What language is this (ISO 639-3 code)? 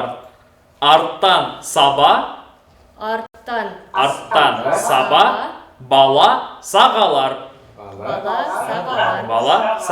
bak